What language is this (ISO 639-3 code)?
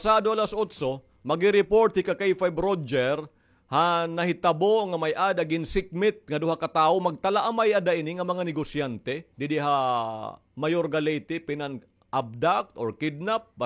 war